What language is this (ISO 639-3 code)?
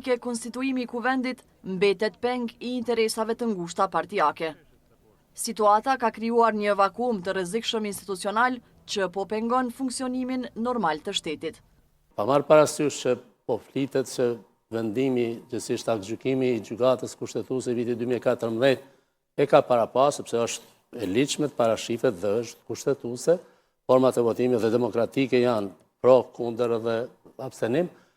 sqi